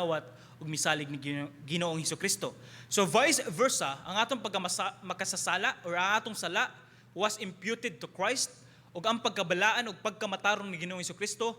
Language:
Cebuano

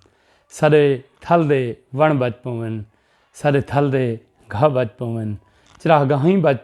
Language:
Saraiki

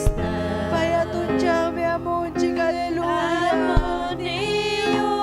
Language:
Ayacucho Quechua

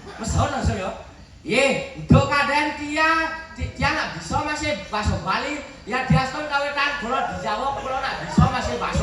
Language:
Balinese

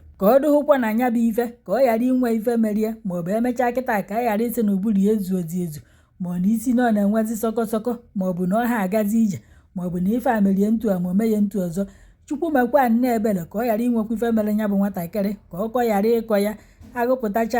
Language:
Igbo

